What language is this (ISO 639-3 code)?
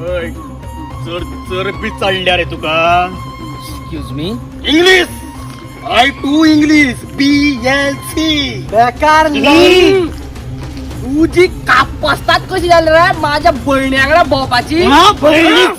kok